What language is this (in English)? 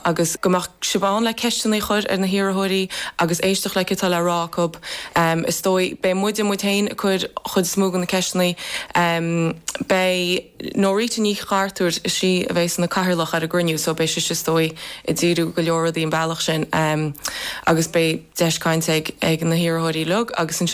Irish